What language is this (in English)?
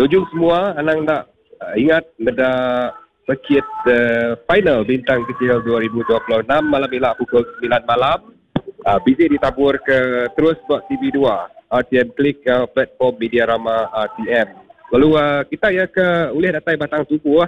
Iban